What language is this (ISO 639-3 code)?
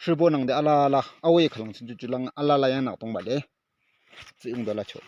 yim